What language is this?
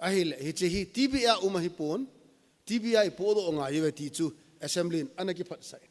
Thado Chin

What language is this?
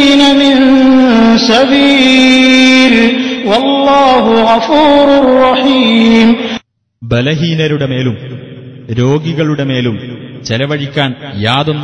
Malayalam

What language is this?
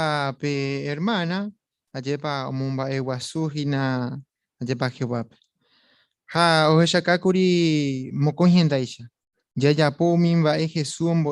Guarani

